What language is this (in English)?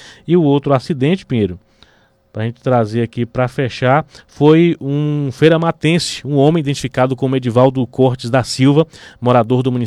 Portuguese